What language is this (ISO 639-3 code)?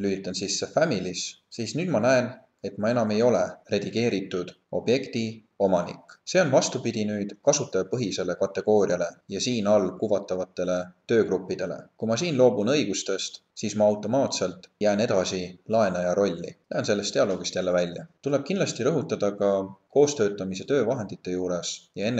est